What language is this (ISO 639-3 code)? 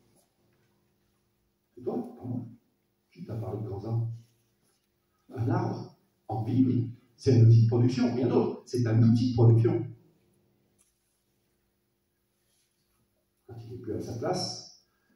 fra